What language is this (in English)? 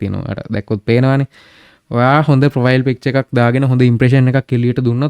Sinhala